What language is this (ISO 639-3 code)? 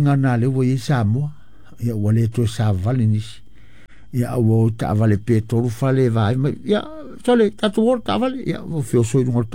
smo